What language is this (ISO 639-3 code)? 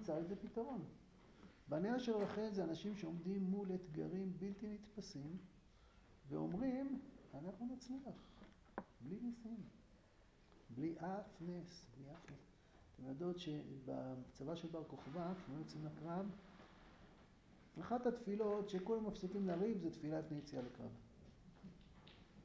heb